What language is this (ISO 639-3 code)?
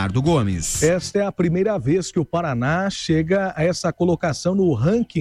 por